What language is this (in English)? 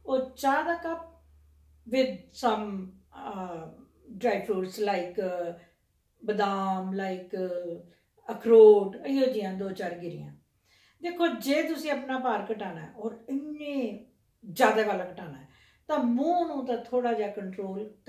Punjabi